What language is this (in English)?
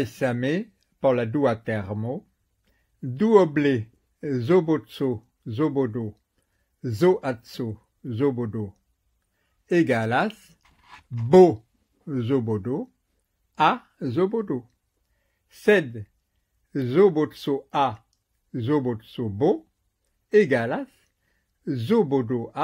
Esperanto